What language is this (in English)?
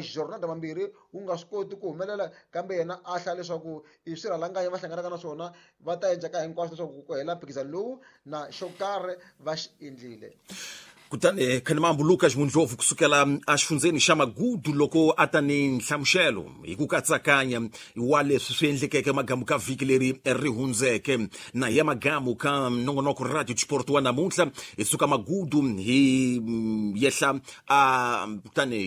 Tsonga